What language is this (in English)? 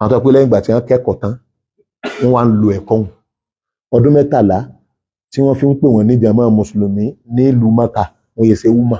Yoruba